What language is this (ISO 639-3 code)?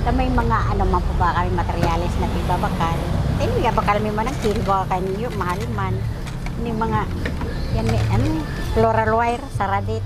bik